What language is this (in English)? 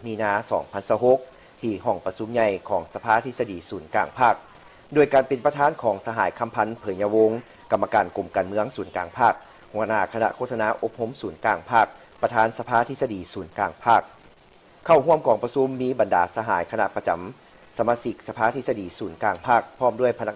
Lao